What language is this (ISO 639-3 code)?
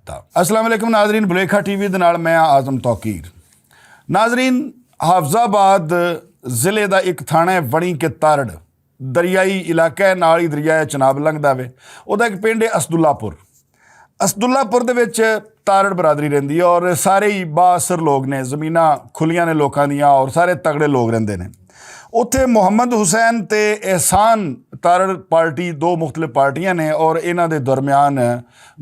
lah